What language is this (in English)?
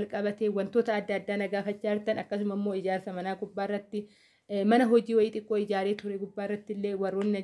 Oromo